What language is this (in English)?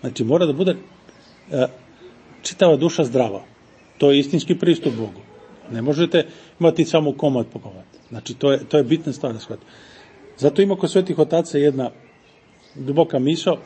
Serbian